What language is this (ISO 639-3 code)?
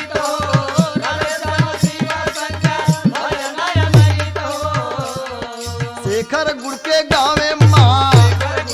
bho